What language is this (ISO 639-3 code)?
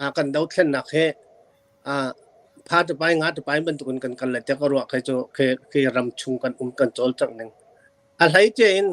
cnh